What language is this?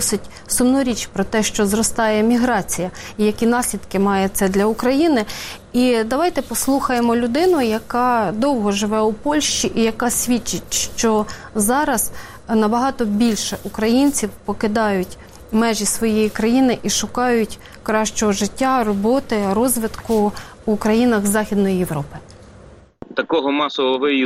Ukrainian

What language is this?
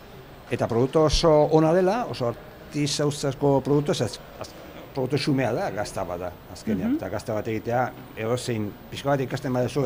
Basque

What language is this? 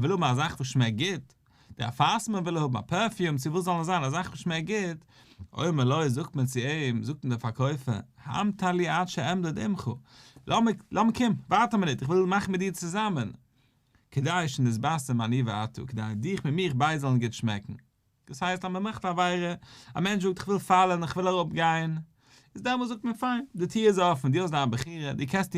Yiddish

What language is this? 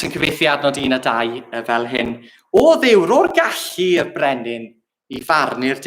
Welsh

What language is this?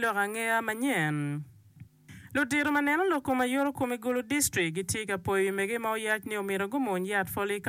Acoli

